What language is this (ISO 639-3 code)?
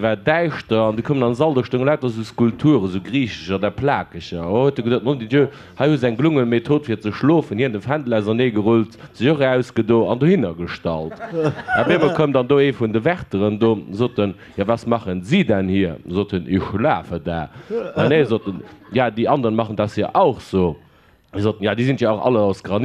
ltz